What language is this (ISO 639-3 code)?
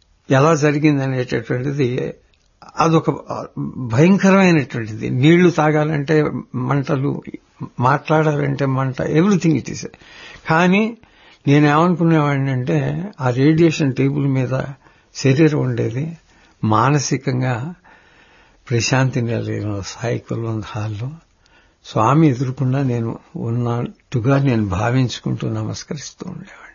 tel